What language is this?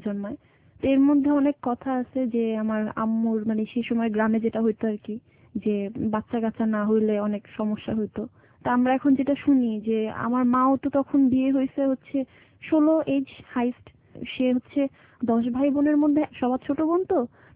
Bangla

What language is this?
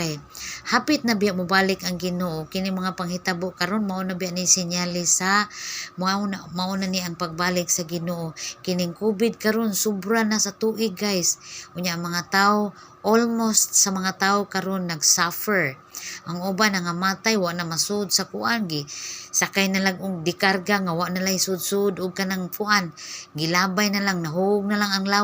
Cebuano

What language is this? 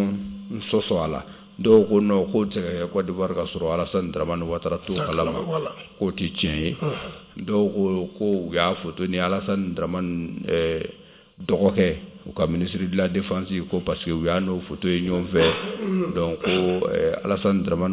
Bambara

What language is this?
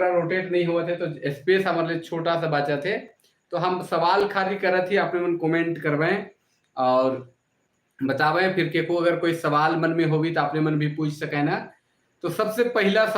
Sadri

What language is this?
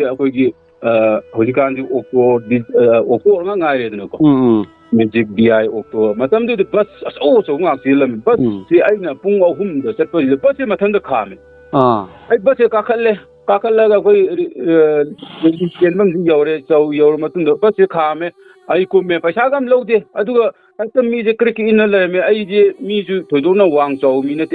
Manipuri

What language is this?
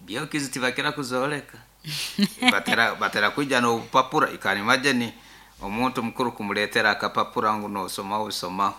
Nyoro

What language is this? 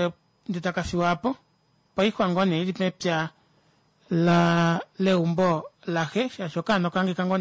Kuanyama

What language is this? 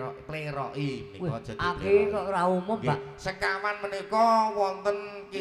Javanese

